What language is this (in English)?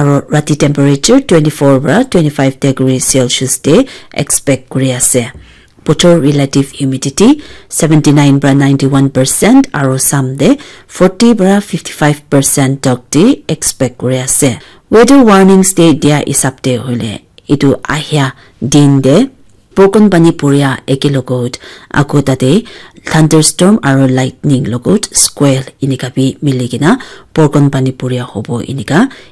Naga Pidgin